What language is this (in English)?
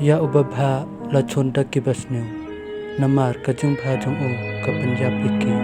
Khasi